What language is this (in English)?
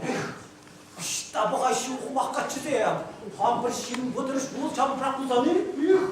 Chuvash